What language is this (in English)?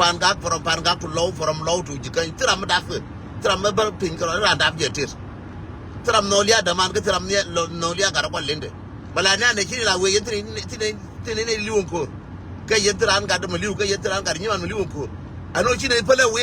Nuer